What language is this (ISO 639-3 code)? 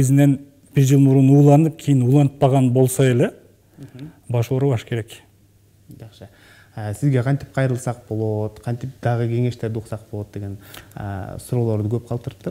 kir